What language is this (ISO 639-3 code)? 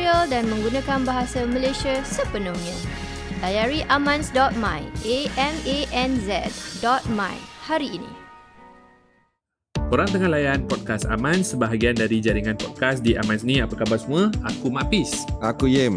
msa